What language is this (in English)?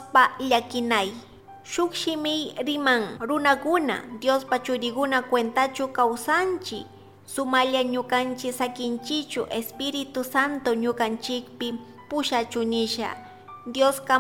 Chimborazo Highland Quichua